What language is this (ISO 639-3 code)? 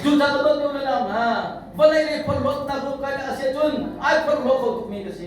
cnh